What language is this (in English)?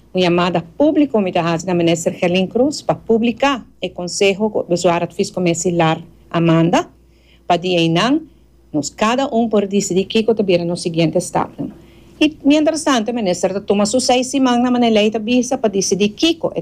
Papiamento